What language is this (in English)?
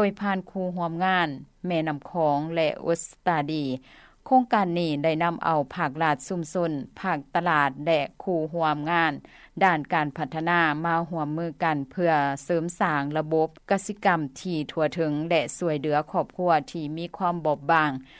Lao